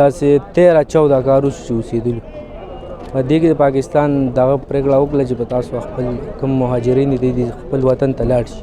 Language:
Pashto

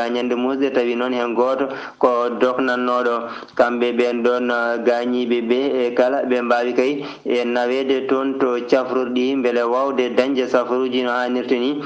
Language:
Fula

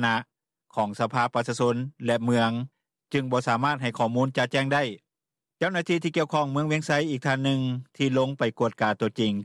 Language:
Lao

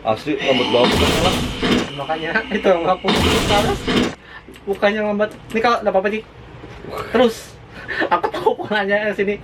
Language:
Banjar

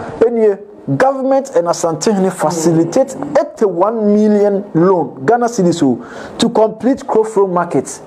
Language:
Akan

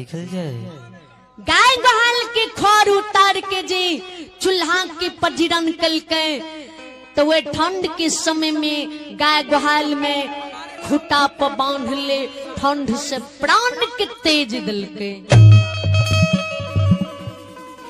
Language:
Bhojpuri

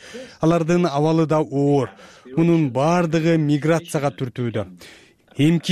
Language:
Kyrgyz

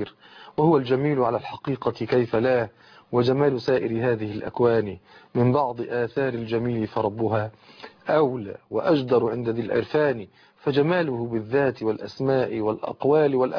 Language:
Arabic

